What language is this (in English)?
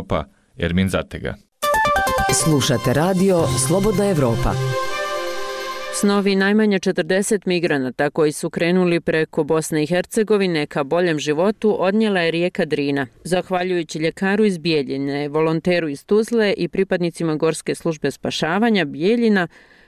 Bosnian